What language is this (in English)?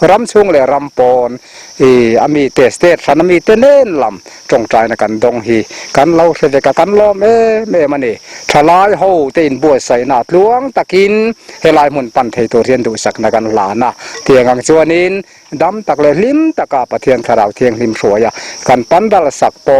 Mizo